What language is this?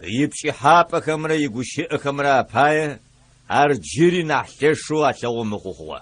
Adyghe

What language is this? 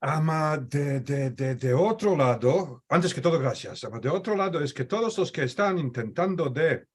Ladino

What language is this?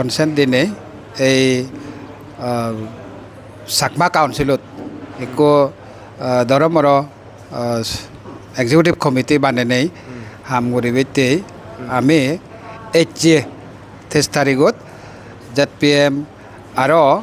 Chakma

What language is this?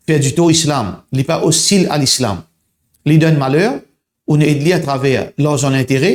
Morisyen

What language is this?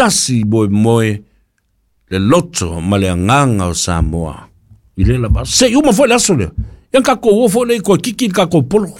Samoan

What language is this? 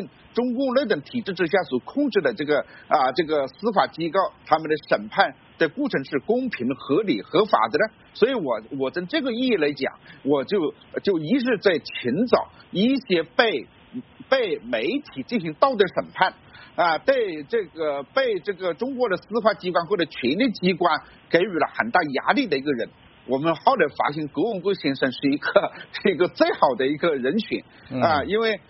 Chinese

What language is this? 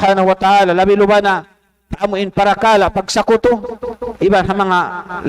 Tausug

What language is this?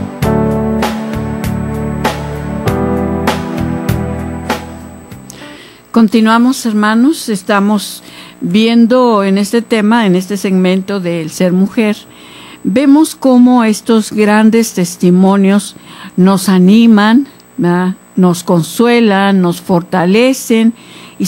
Spanish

